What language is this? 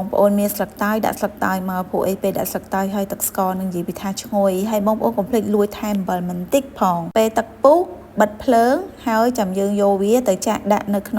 Khmer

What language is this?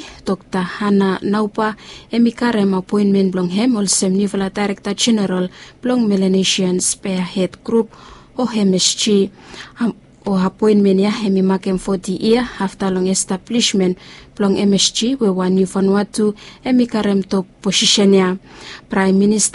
Bislama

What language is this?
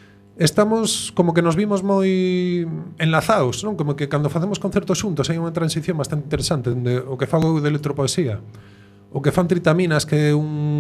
Galician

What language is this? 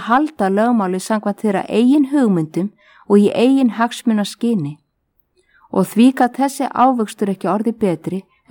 Icelandic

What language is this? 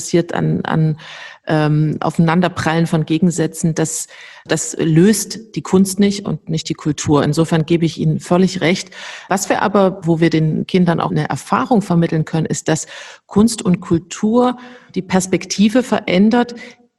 German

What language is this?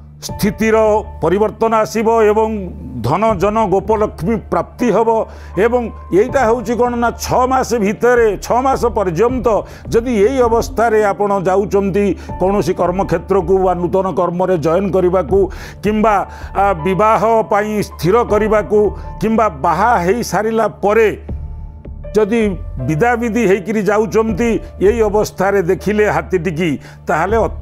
Odia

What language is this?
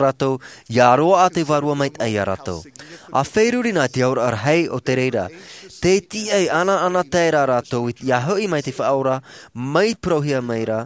Tahitian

